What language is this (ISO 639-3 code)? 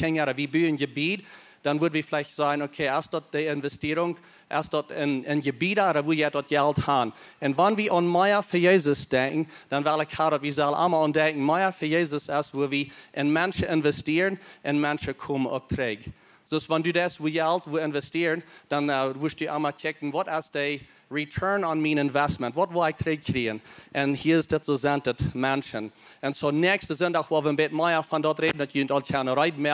pdt